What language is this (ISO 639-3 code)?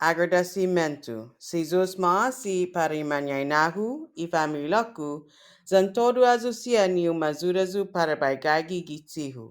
cha